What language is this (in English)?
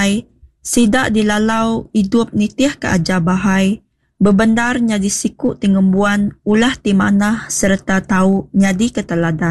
Iban